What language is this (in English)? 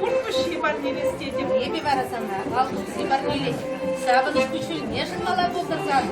Chuvash